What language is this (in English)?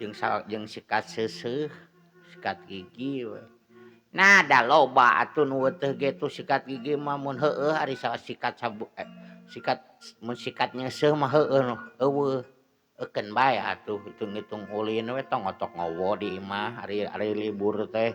Sundanese